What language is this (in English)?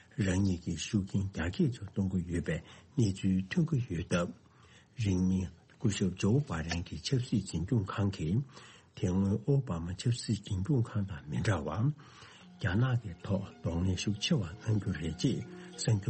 Tibetan